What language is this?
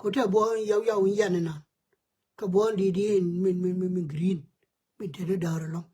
Nuer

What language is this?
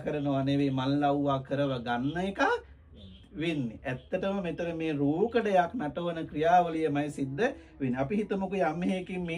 Sinhala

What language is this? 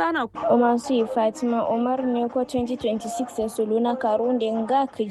Kanuri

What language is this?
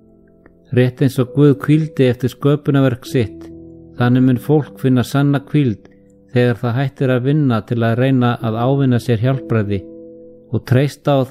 Icelandic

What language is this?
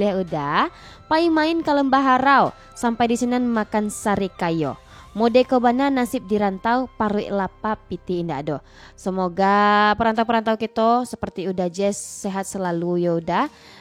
Indonesian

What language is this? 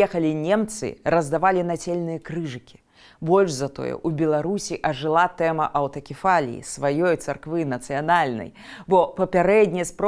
Belarusian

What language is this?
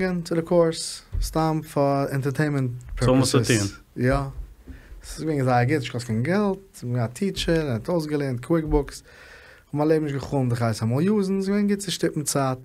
Yiddish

